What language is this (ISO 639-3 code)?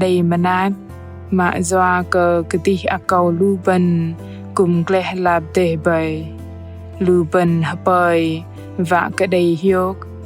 bdq